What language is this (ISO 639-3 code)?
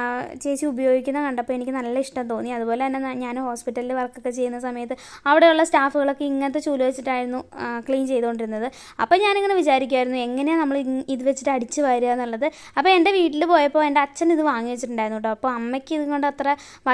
mal